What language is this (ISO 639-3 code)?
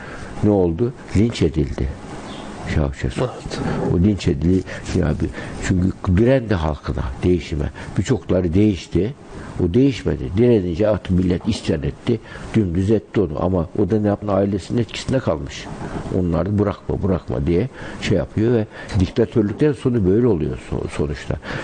tur